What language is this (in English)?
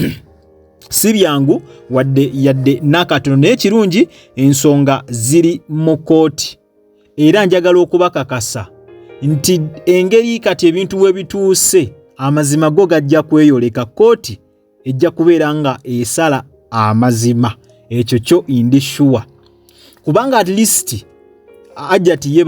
Ganda